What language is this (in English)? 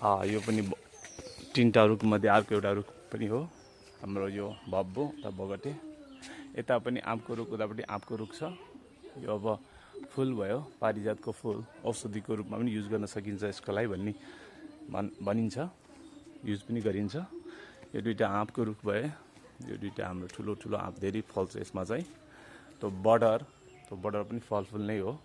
Nepali